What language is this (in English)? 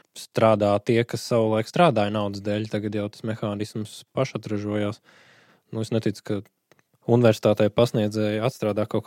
Latvian